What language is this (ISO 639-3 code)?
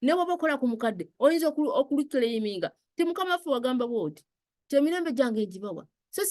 lug